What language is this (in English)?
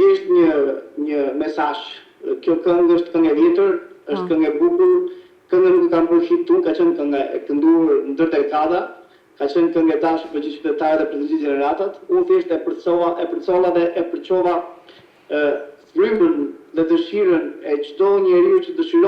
Albanian